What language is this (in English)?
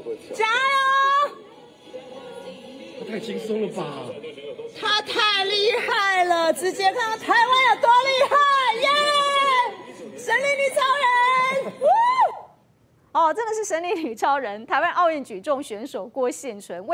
Chinese